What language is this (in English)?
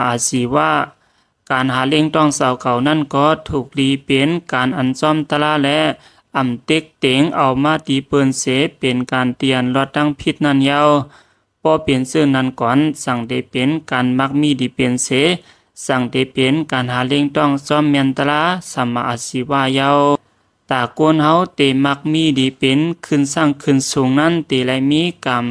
Shan